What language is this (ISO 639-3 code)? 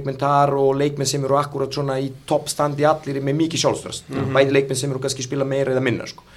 isl